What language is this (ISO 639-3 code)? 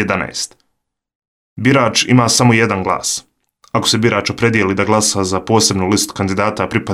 bos